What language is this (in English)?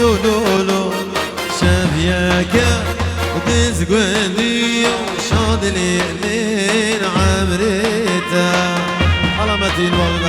Kurdish